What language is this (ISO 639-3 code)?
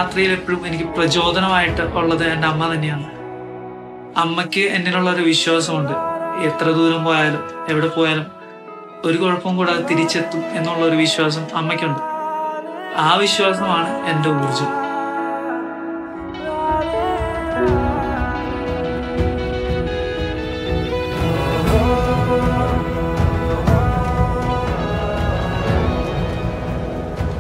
mal